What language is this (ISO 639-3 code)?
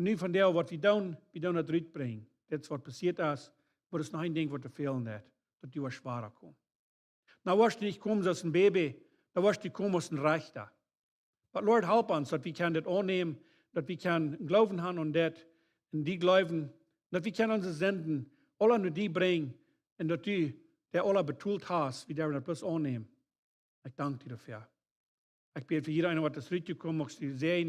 pdt